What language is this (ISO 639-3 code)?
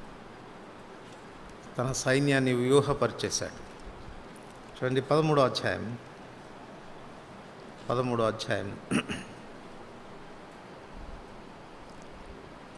tel